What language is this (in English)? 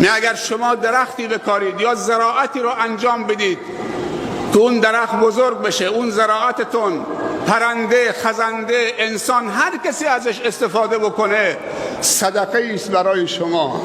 Persian